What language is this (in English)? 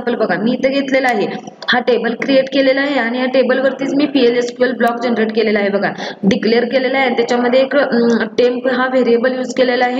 Marathi